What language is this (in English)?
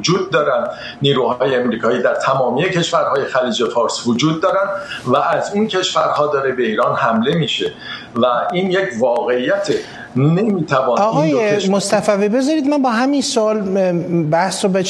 Persian